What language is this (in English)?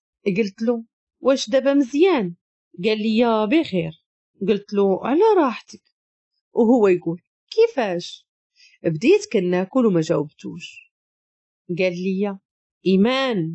Moroccan Arabic